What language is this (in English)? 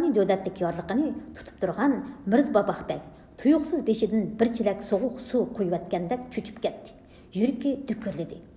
Uyghur